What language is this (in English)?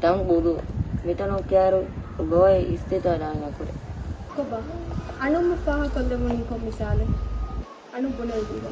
Divehi